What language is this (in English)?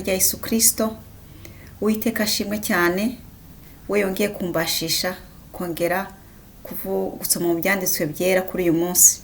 Kinyarwanda